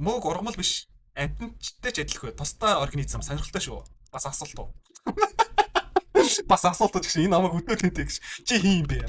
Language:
Mongolian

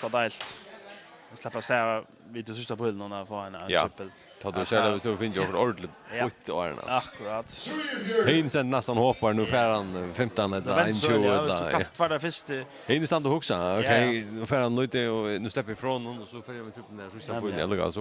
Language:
Faroese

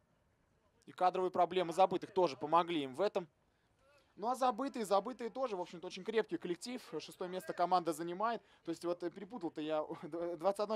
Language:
Russian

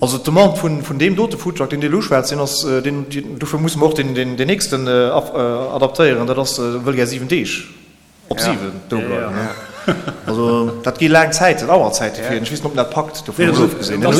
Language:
Luxembourgish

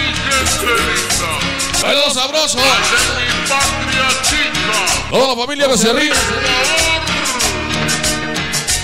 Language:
Spanish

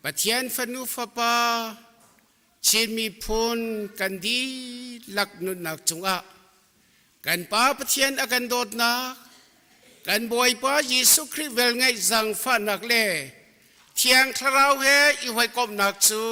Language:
Hakha Chin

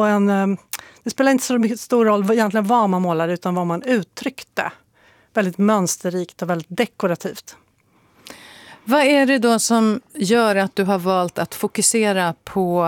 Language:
Swedish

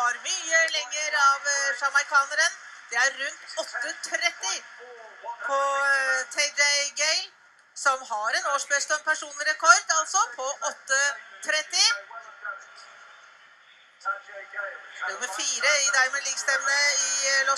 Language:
Norwegian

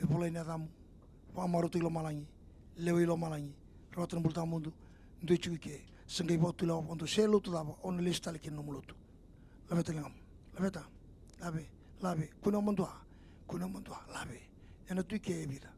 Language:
Fijian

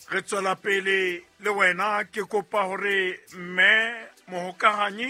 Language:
Southern Sotho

